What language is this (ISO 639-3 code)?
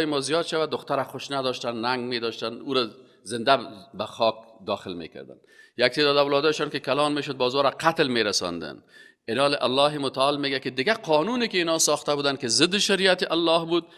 fas